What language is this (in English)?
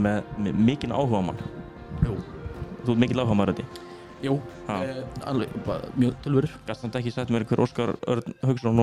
Icelandic